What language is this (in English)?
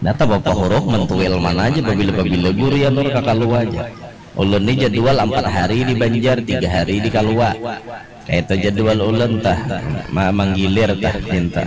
Banjar